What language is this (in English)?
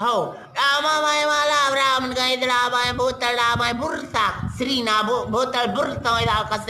Eastern Balochi